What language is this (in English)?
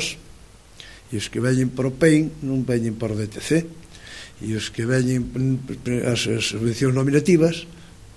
Galician